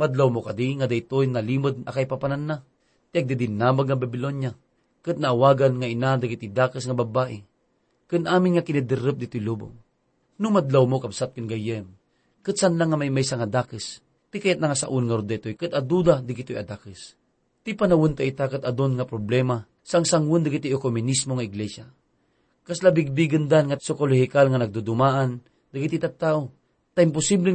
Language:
Iloko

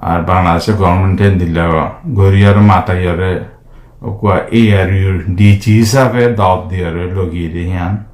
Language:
Rohingya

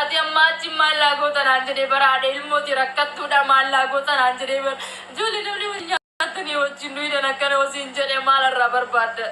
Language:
Oromo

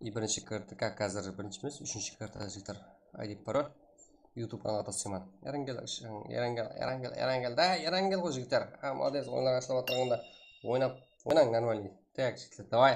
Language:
Kara-Kalpak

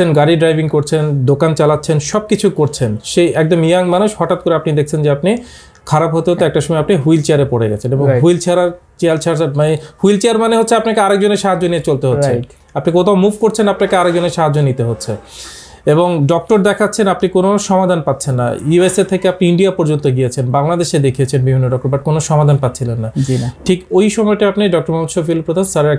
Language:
Bangla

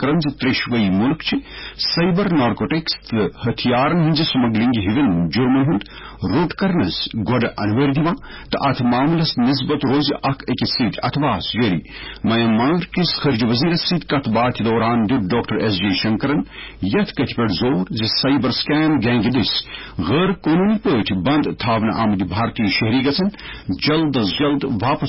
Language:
Kashmiri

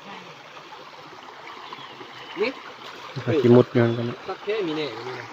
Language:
Northeastern Thai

